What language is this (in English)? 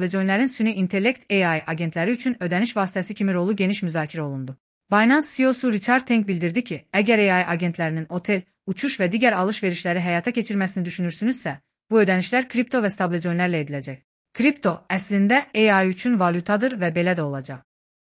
Azerbaijani